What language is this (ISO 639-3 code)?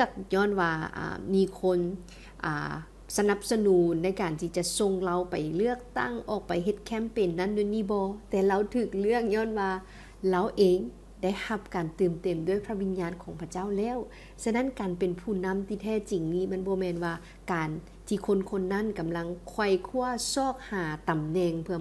lao